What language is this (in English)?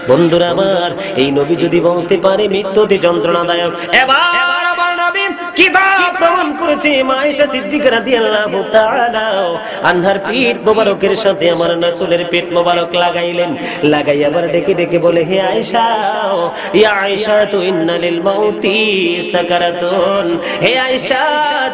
Bangla